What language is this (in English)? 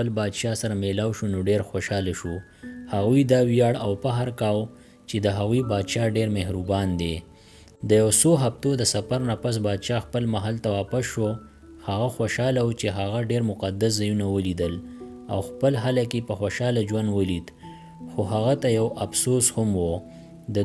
Pashto